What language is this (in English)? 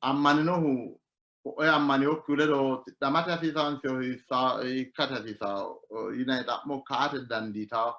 Sidamo